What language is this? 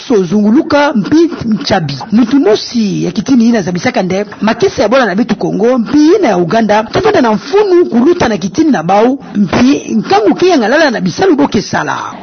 Kituba (Democratic Republic of Congo)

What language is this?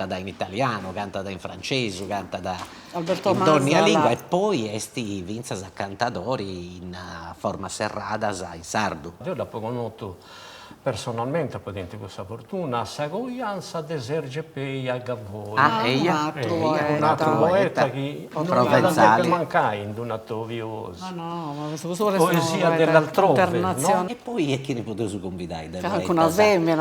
Sardinian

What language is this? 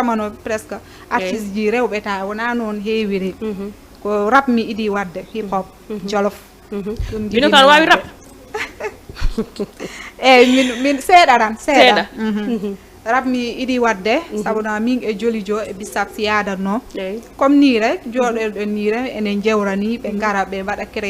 Fula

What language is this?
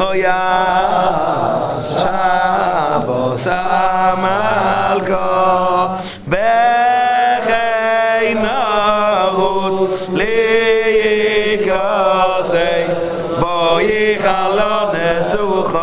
Yiddish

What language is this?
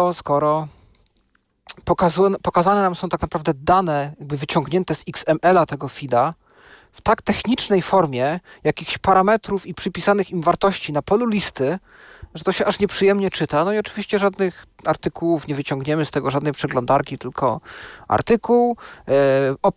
Polish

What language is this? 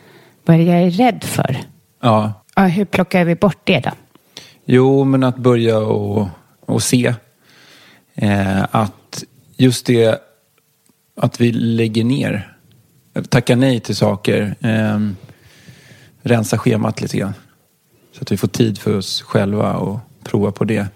Swedish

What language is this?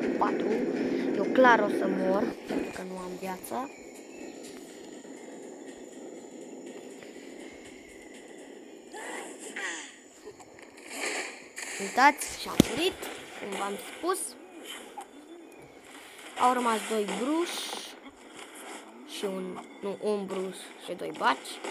Romanian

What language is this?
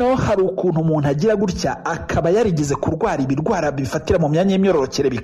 Kinyarwanda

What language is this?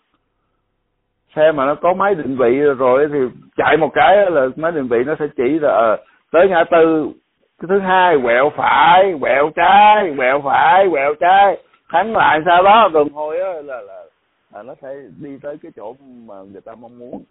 Vietnamese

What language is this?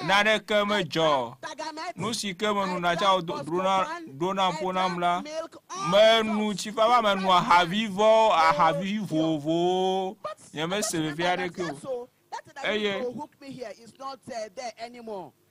Ewe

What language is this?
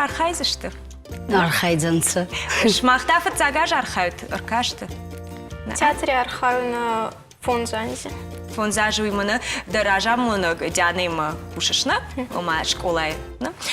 Ossetic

